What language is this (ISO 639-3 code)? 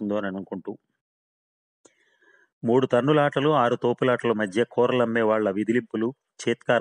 tel